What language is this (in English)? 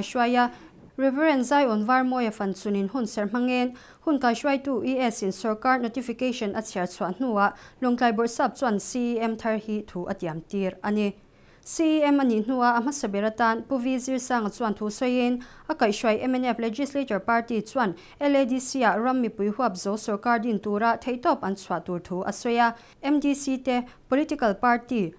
Mizo